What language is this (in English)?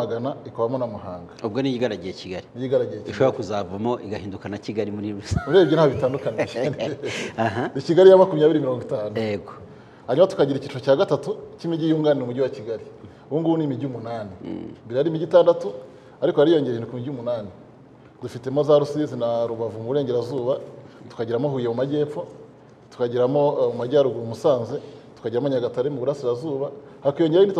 Kinyarwanda